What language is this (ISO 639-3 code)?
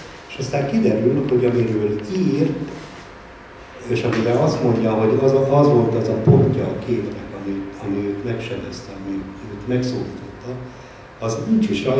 hun